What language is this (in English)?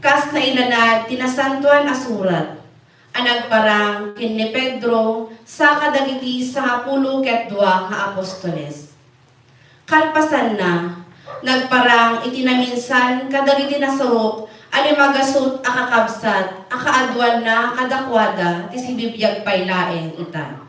Iloko